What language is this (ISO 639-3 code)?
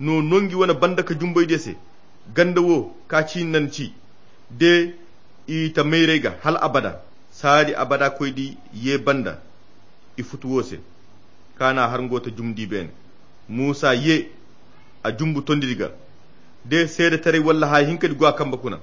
khq